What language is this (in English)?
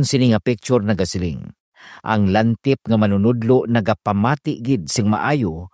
Hiligaynon